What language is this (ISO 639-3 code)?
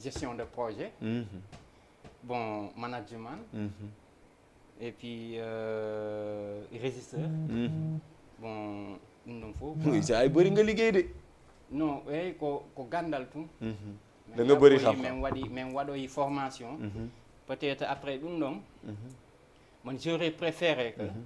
ful